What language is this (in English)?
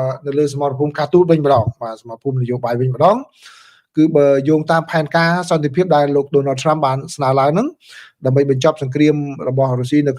Khmer